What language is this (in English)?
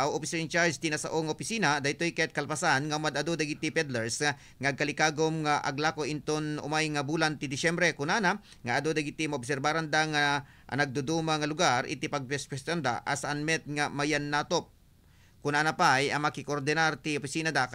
Iloko